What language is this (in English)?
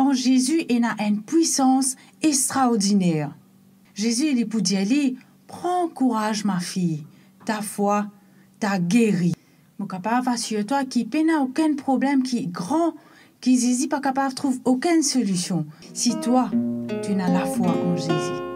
Morisyen